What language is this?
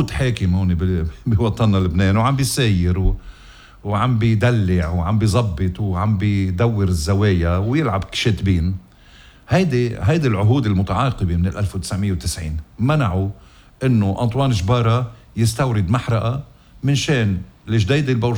North Levantine Arabic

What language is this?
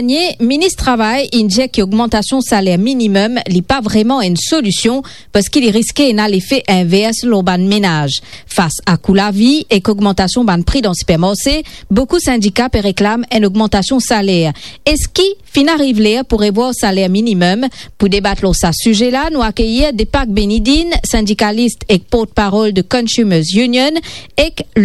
Morisyen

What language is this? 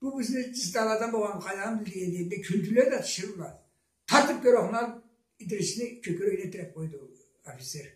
Karachay-Balkar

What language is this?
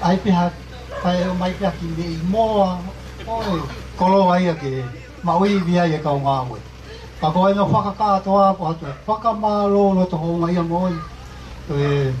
Tongan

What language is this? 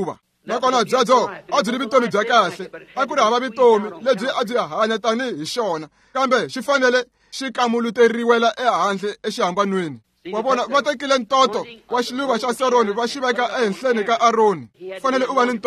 Tsonga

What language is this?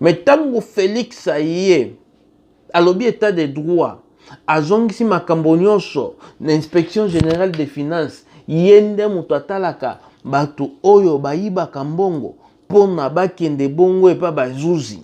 Lingala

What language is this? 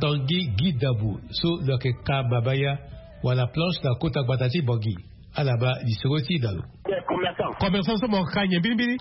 Sango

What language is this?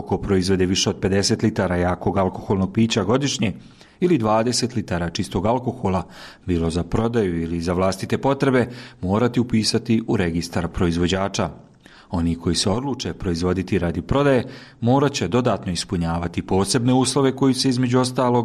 Bosnian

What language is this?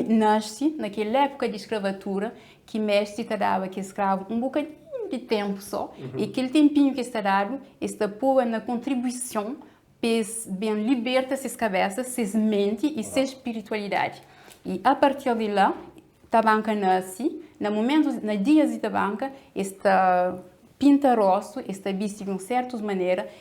Kabuverdianu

